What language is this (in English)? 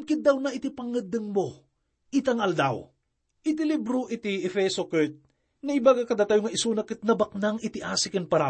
Iloko